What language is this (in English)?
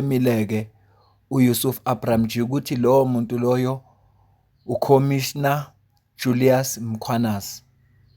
Zulu